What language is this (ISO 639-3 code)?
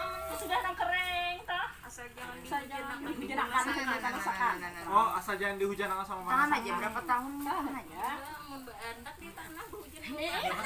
bjn